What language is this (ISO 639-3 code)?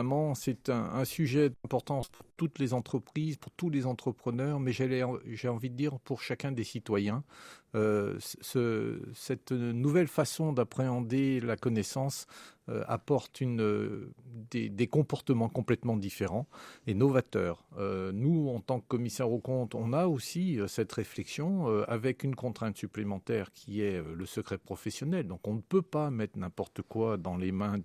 fra